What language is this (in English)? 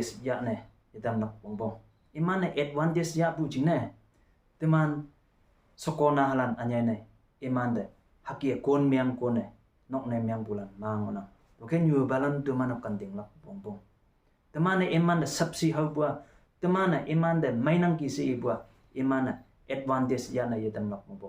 Konyak Naga